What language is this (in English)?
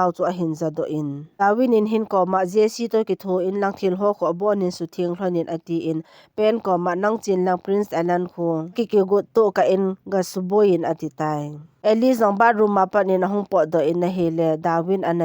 Thado Chin